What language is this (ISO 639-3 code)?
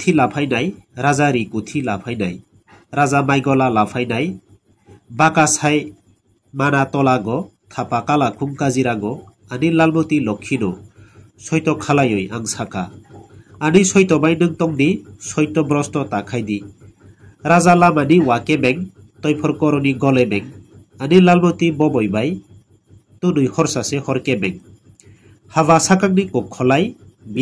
trp